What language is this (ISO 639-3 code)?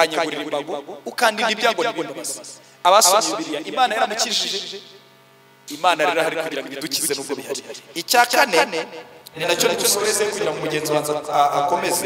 kin